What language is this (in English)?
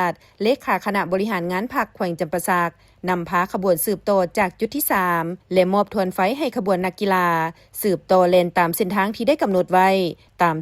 Lao